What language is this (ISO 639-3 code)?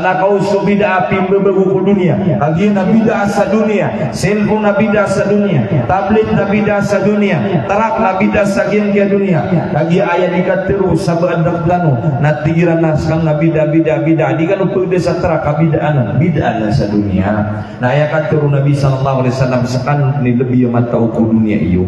mrw